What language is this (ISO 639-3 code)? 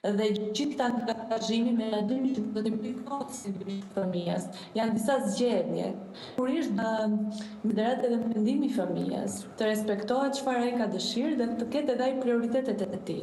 sqi